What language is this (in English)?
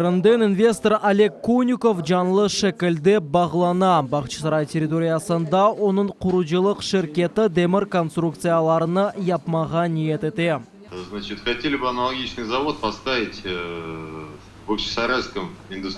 Crimean Tatar